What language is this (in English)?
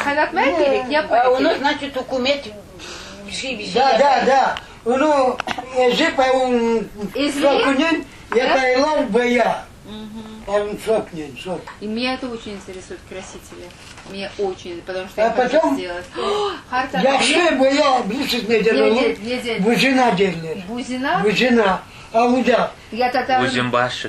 Crimean Tatar